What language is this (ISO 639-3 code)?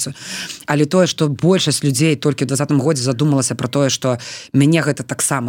bel